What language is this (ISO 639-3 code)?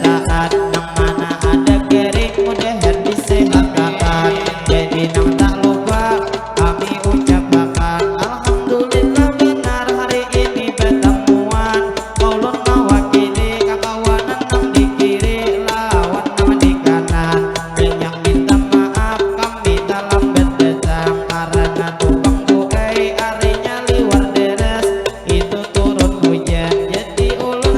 bjn